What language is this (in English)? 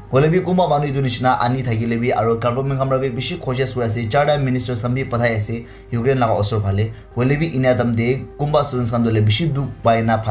Naga Pidgin